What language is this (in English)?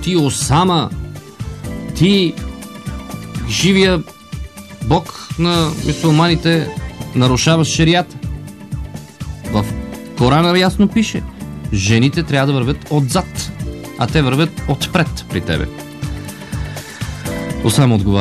Bulgarian